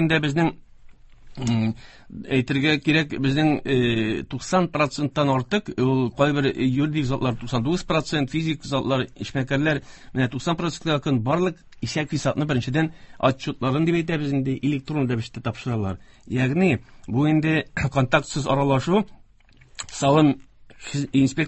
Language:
Tatar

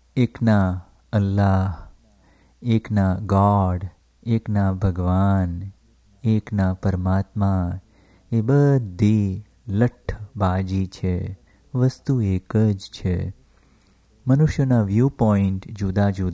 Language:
Gujarati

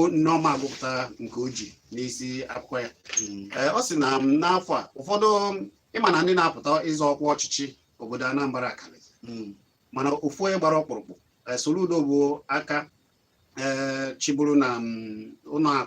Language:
Igbo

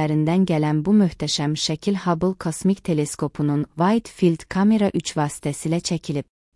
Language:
Azerbaijani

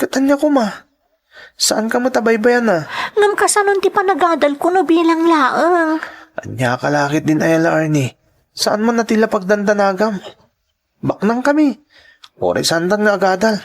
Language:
Iloko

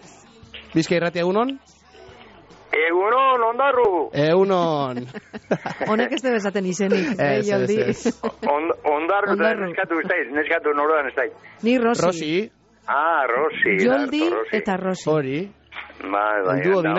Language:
Basque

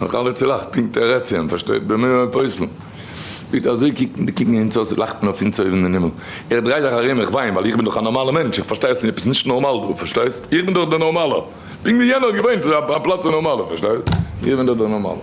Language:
Yiddish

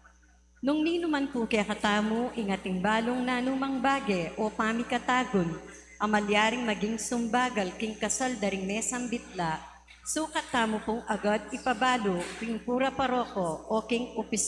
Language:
Pampanga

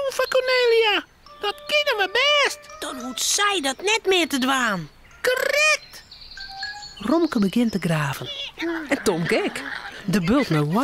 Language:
Western Frisian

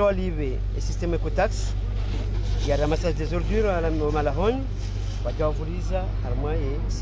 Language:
Ngazidja Comorian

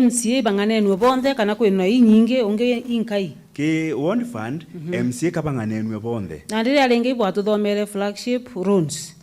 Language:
Meru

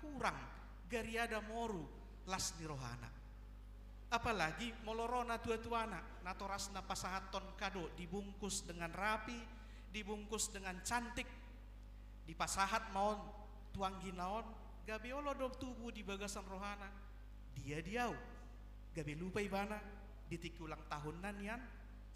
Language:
Batak Toba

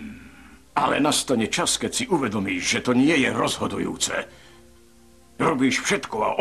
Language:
Slovak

